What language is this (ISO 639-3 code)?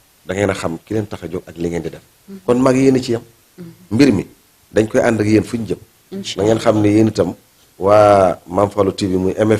wol